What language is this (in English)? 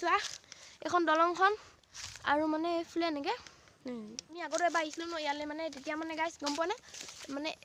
Assamese